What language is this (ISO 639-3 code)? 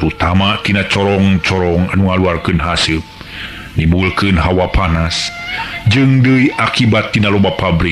sun